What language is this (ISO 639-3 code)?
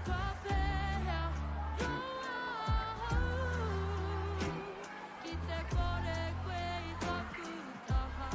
mri